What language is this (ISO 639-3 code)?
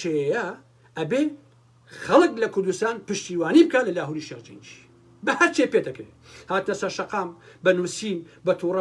ckb